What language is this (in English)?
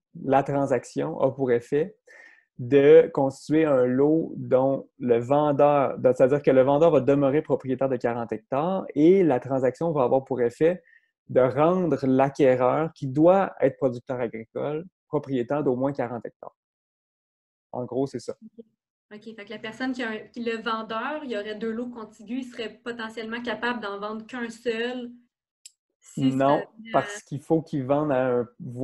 French